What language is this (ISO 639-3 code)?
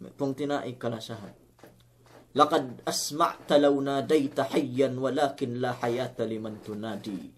yka